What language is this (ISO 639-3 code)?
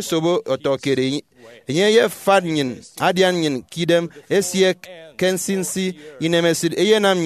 efi